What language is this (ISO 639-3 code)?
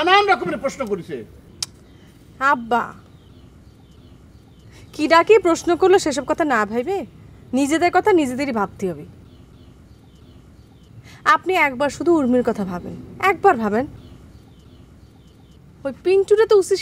ben